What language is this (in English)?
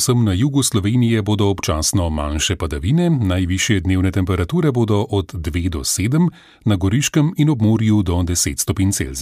Slovenian